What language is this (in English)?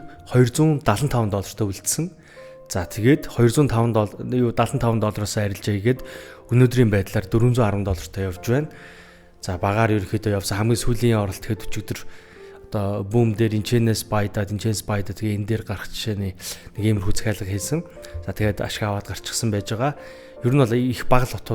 Mongolian